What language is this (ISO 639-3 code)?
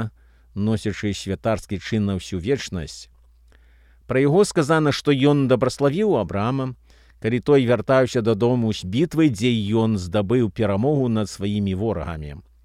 bel